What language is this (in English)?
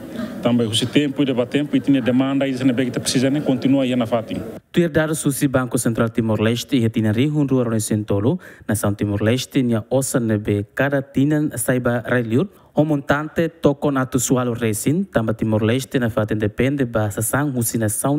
Tetum